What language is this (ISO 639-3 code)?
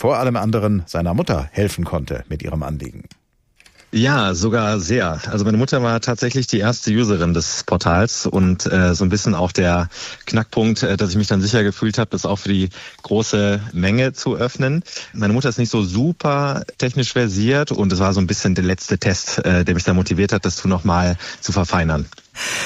deu